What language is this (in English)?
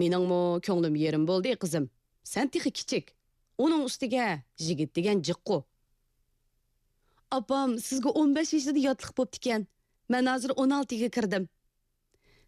Uyghur